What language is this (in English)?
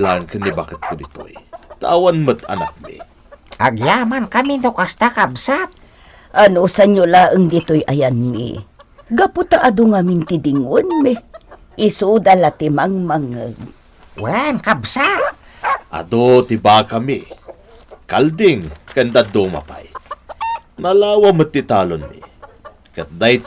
Iloko